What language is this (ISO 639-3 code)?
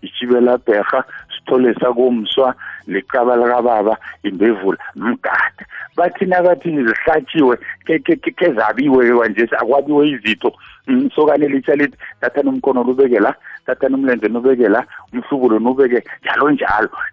nbl